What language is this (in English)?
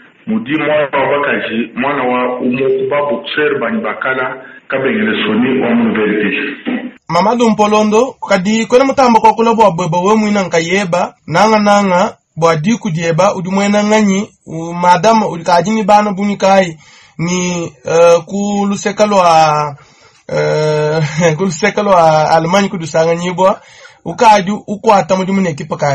Luba-Lulua